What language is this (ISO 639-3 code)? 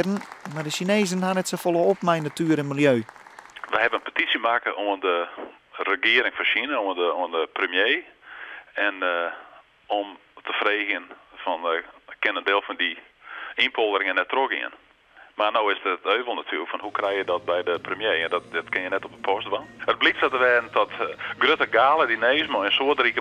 fry